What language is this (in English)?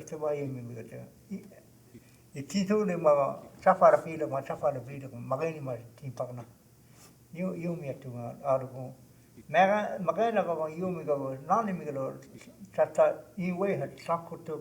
Choctaw